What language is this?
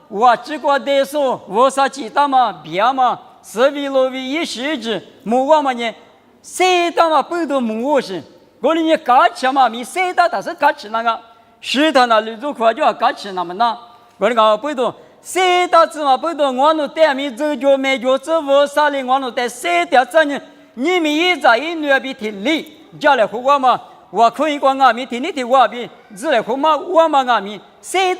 Lisu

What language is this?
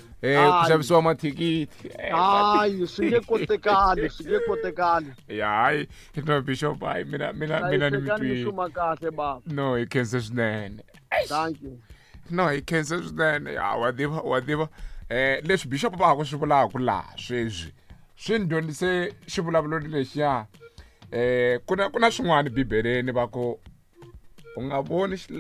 Tsonga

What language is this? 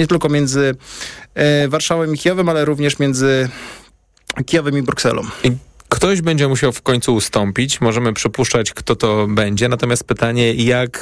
Polish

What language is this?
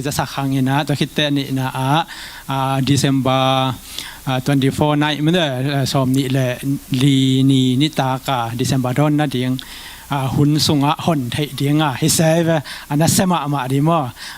Tedim Chin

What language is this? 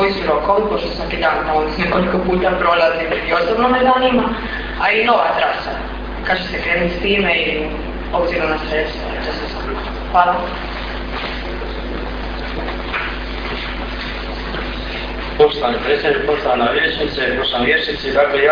Croatian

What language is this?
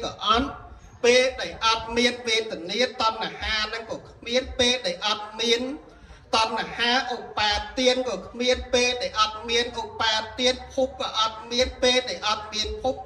Khmer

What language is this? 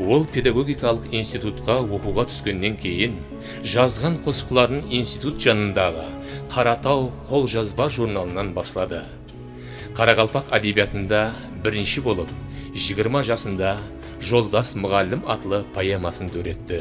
Kara-Kalpak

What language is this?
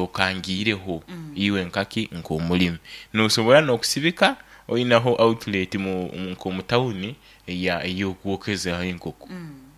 Nyankole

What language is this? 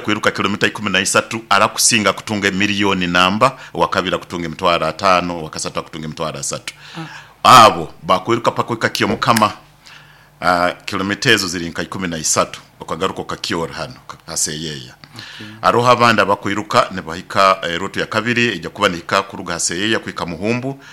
Nyoro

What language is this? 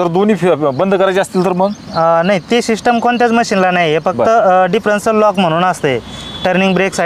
Marathi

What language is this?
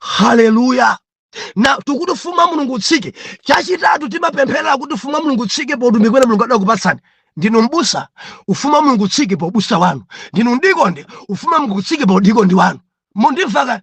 Nyanja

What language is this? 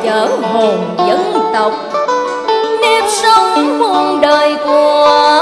Vietnamese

